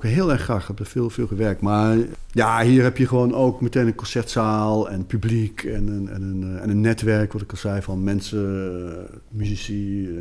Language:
Dutch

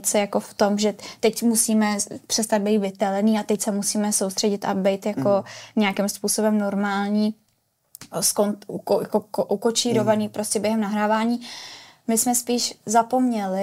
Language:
Czech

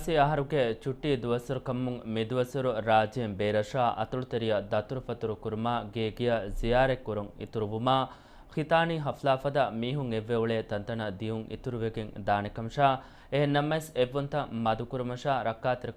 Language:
Divehi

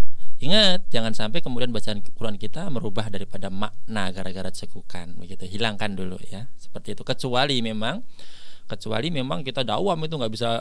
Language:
Indonesian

